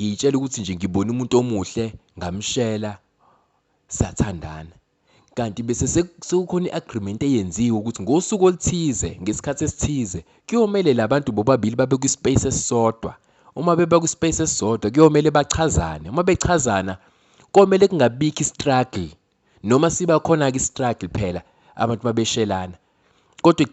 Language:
Zulu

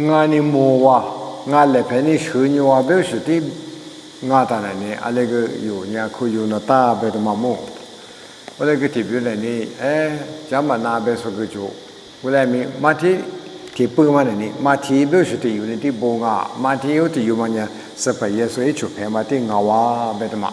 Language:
Lisu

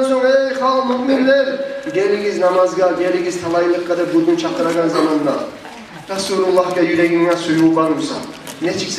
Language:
Kumyk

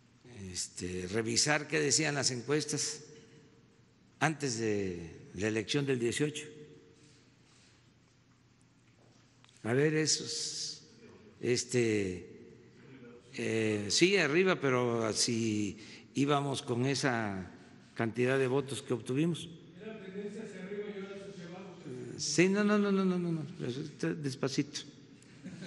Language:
Spanish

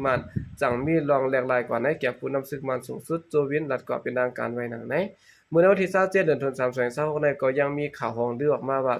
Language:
Shan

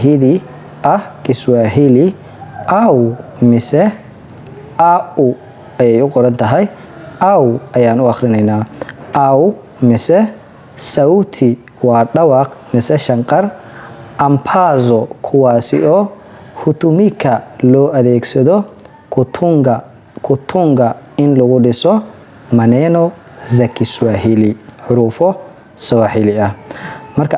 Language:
Somali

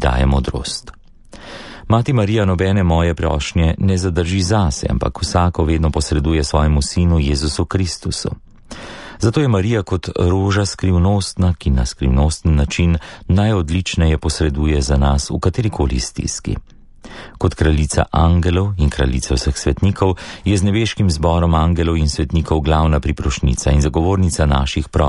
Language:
Slovenian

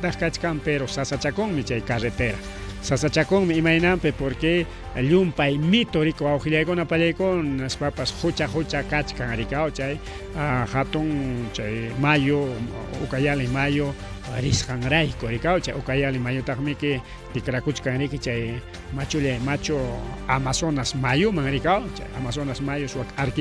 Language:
Ayacucho Quechua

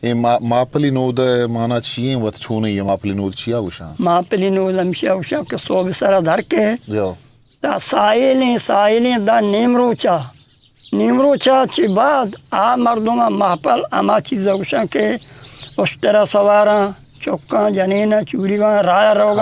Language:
Eastern Balochi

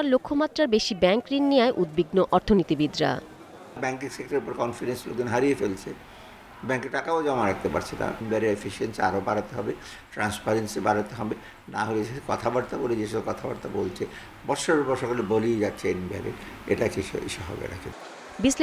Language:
Bangla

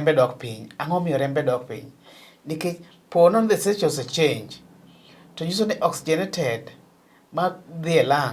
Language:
Luo (Kenya and Tanzania)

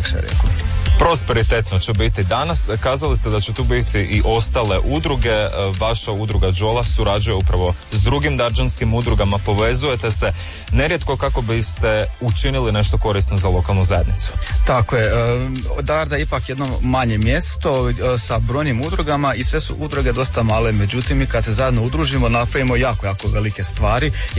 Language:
Croatian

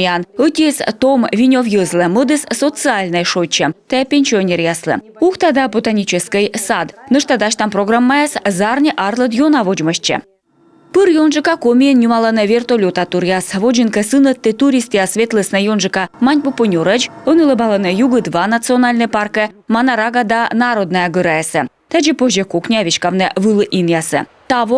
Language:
Komi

